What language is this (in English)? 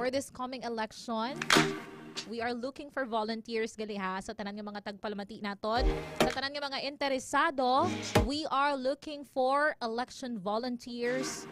Hiligaynon